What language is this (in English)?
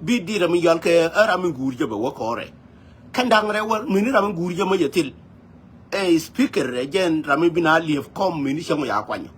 Nuer